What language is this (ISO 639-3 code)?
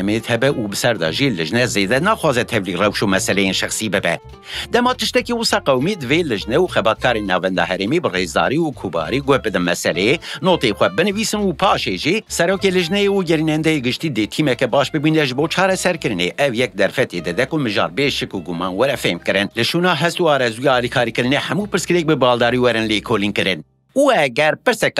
kur